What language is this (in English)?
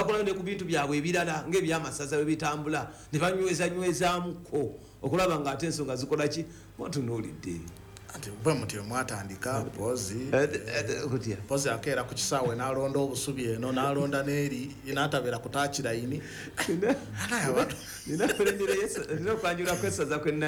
Ganda